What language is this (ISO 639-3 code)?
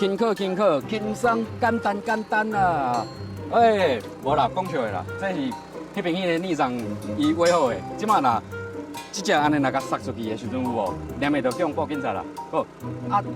nan